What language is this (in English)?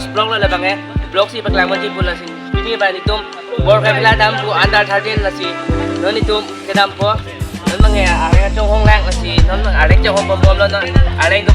Karbi